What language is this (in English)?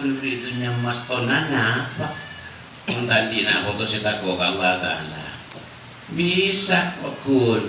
Madurese